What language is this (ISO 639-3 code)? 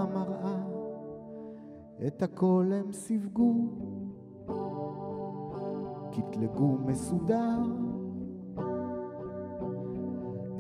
heb